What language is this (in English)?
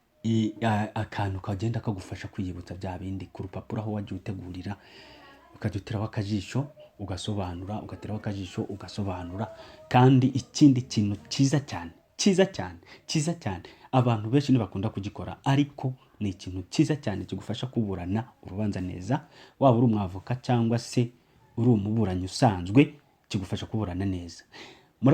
Kinyarwanda